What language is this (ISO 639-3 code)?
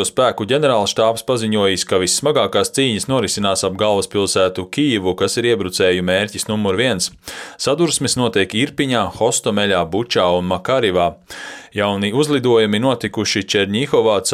lav